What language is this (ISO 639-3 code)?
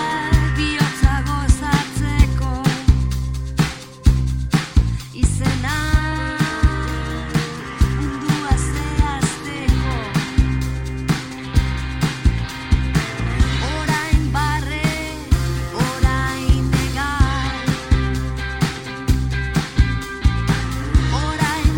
eus